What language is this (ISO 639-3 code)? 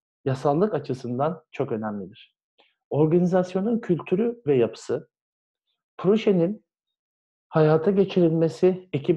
tur